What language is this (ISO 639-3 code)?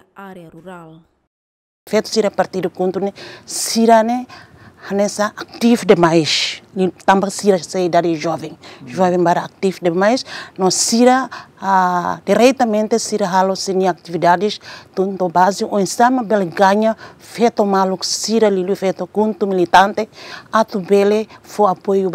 tet